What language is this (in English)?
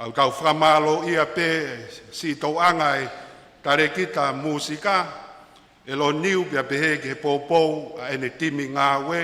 Tongan